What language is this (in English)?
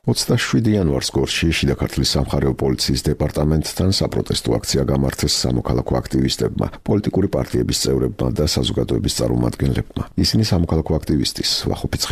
Georgian